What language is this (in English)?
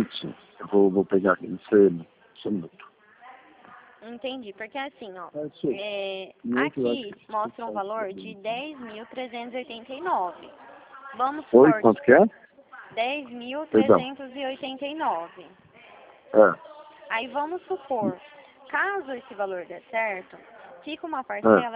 Portuguese